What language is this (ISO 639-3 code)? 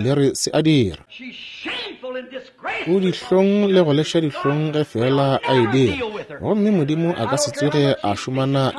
nso